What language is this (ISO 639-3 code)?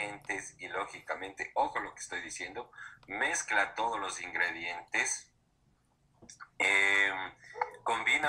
spa